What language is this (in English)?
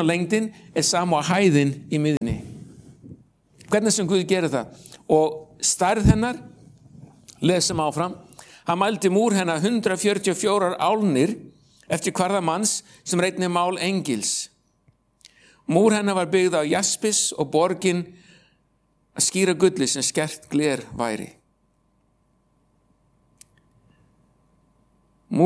Icelandic